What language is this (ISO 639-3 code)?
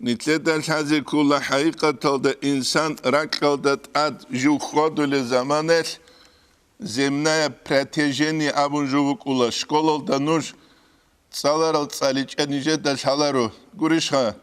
ava